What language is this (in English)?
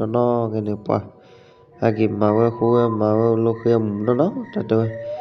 S'gaw Karen